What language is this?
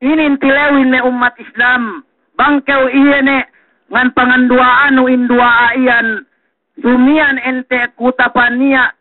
Yakan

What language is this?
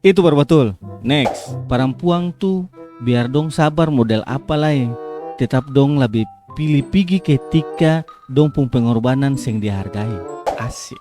Ambonese Malay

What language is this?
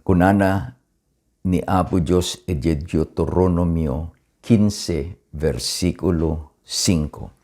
Iloko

